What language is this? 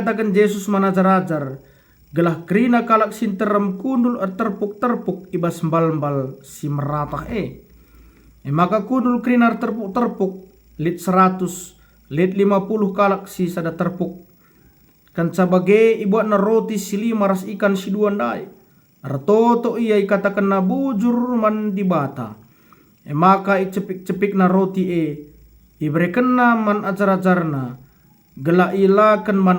Batak Karo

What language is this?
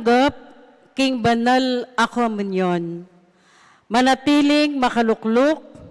Pampanga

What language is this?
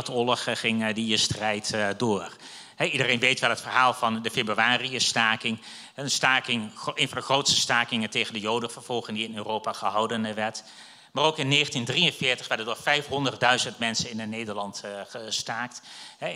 Dutch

